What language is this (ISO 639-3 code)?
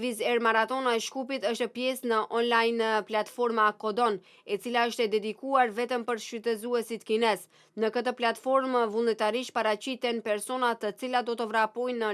sqi